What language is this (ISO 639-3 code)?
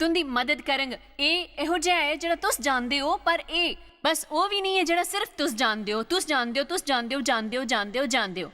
doi